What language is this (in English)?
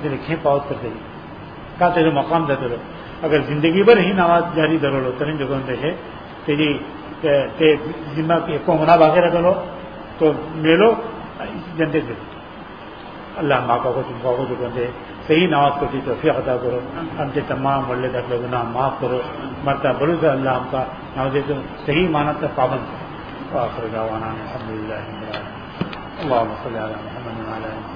Urdu